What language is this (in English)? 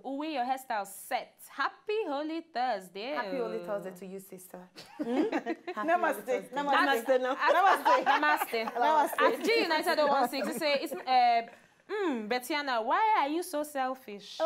Nigerian Pidgin